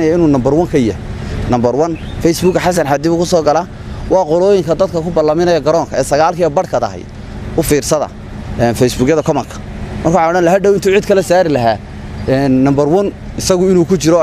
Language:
Somali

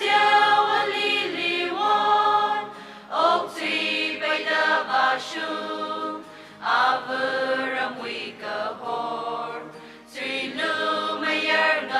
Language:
Tangkhul Naga (India)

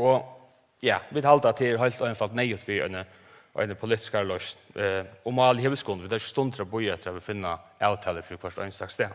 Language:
Faroese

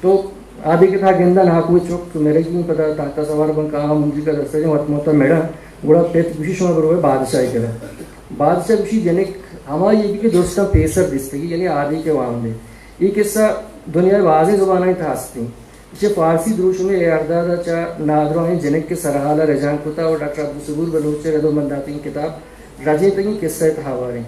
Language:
Eastern Balochi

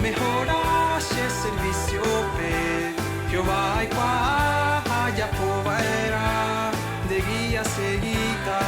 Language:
Guarani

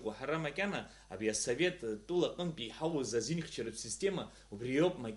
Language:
Abkhazian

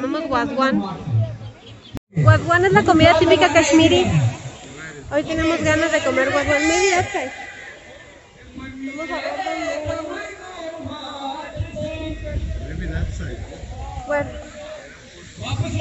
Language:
Spanish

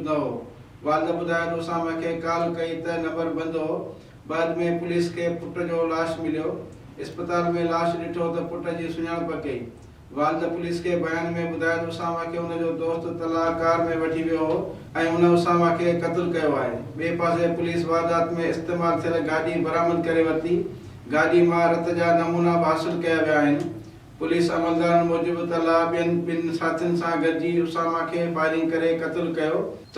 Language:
Sindhi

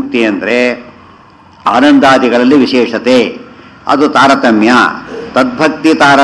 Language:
Kannada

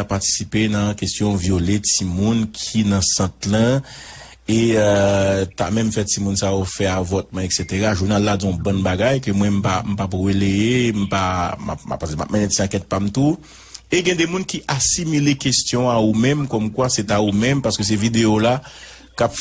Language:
Haitian Creole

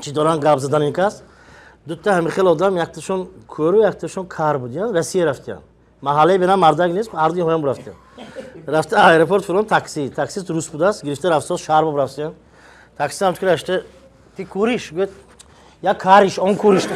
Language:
Tajik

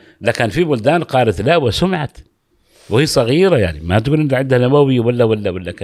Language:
Gulf Arabic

